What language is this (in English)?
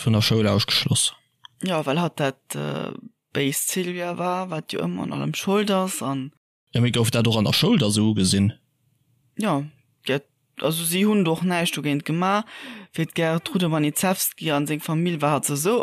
Luxembourgish